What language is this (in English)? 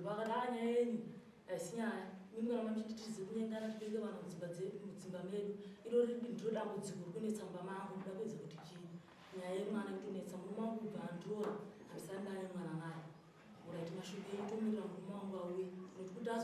Shona